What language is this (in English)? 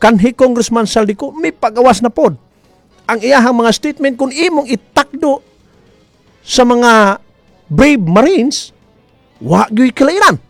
Cebuano